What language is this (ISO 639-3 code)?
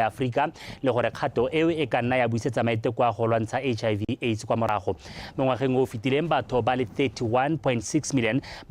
tsn